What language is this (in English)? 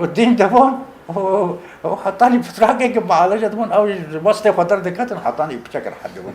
Kurdish